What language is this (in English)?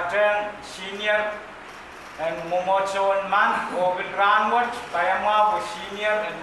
Pohnpeian